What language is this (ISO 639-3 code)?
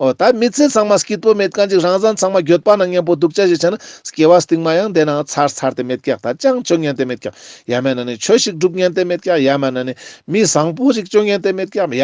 lbj